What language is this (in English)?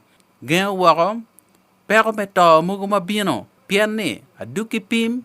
Acoli